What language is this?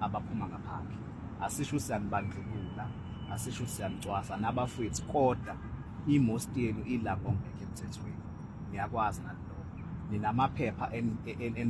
Zulu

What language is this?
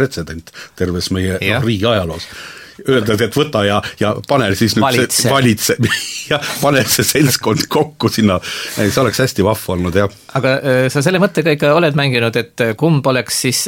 Estonian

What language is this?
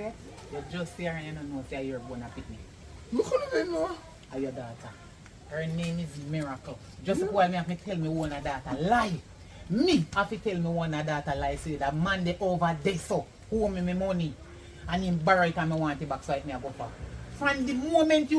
Jamaican Creole English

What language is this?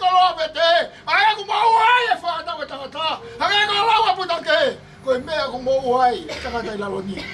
Tongan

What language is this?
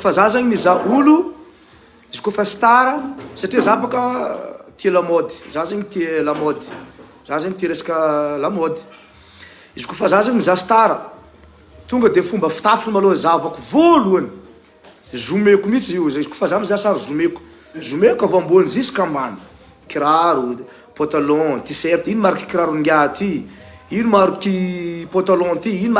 Malagasy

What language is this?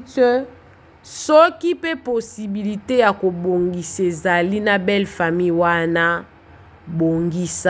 Lingala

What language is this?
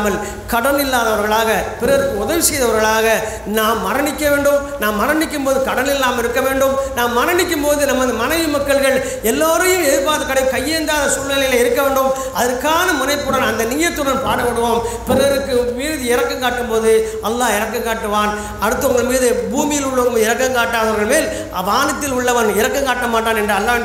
Tamil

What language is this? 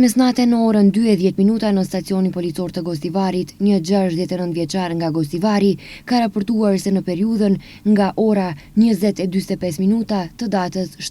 Albanian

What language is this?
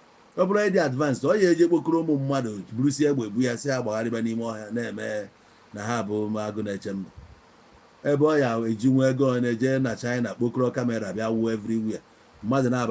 Igbo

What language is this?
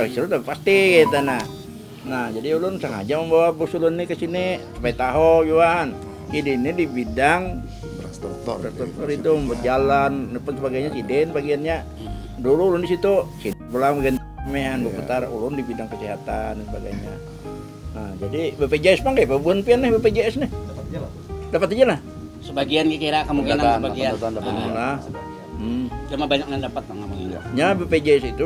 Banjar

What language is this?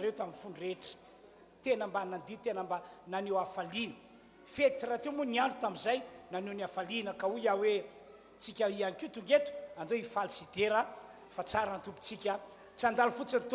Malagasy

